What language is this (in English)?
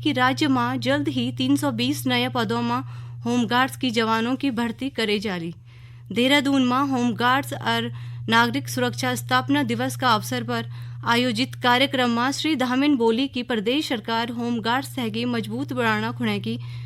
Garhwali